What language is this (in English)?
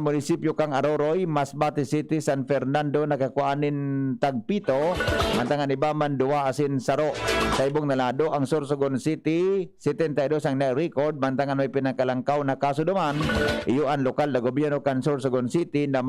Bikol